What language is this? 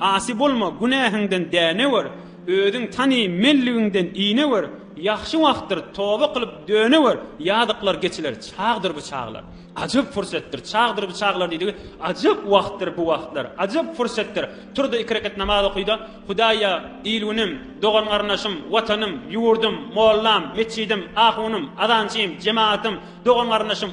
Turkmen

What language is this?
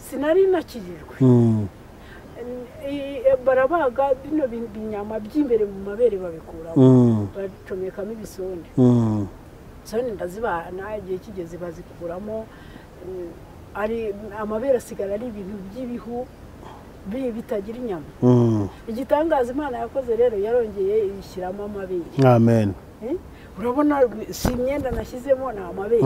Kinyarwanda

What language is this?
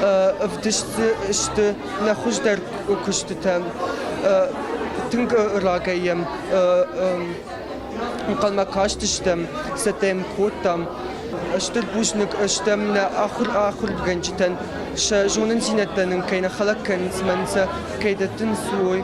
Ossetic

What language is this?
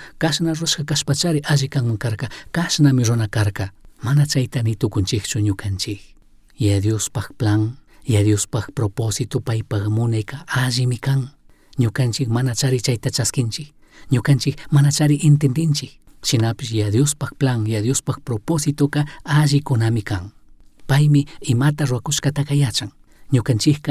Chimborazo Highland Quichua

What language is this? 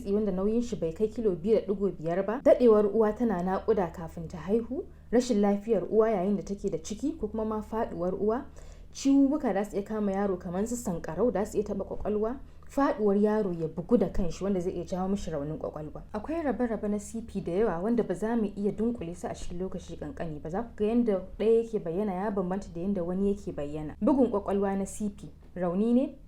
Hausa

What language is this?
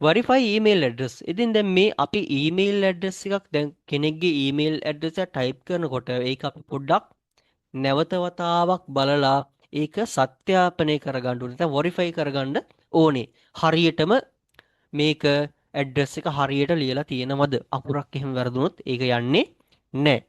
Sinhala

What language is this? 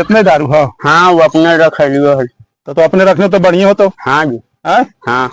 Magahi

